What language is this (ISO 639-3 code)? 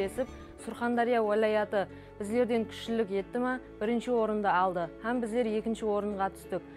kaa